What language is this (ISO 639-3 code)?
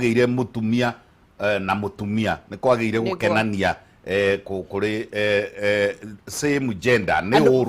kik